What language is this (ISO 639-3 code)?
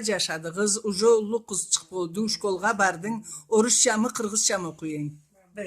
krc